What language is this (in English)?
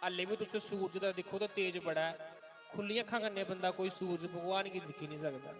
Dogri